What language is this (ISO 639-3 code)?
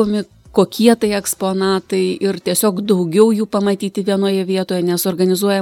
lit